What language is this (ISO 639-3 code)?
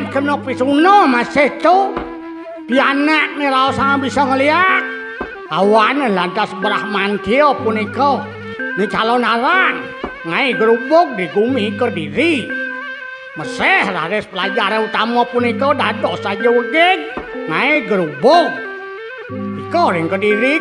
ban